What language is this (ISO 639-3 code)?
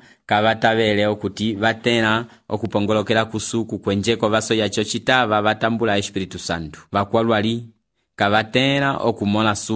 umb